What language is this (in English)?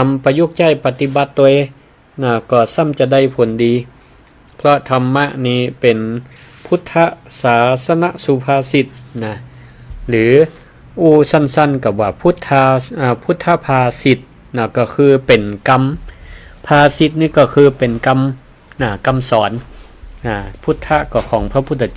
Northern Thai